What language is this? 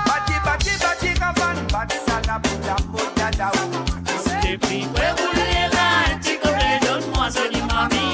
Morisyen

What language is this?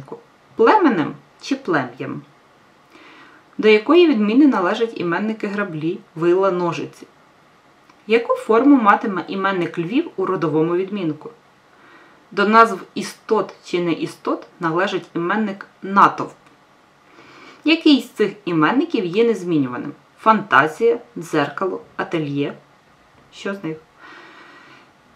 Ukrainian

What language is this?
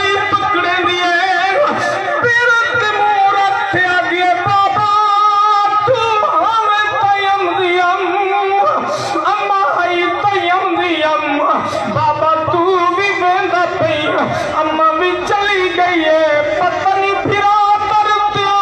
Saraiki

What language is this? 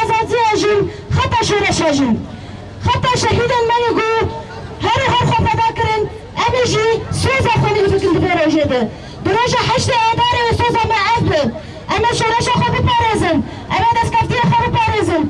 Kurdish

